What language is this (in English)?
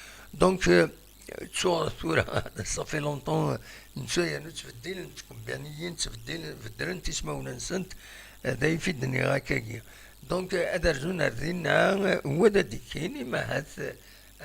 Kabyle